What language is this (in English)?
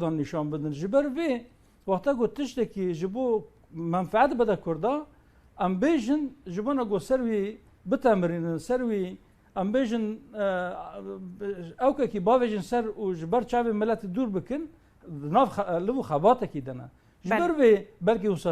Kurdish